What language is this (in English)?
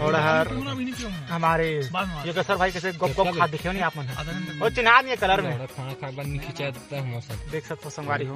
Chhattisgarhi